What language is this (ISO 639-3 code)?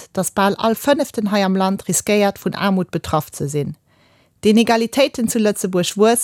ltz